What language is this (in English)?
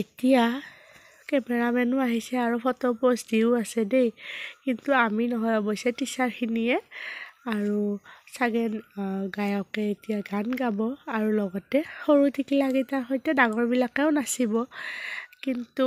Assamese